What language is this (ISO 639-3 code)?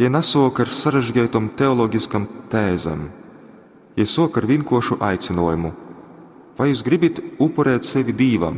ltg